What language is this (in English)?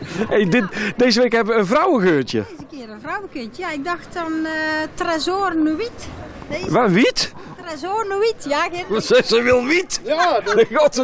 Dutch